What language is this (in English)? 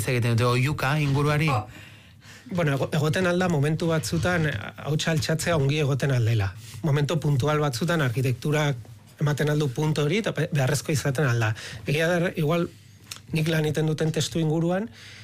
Basque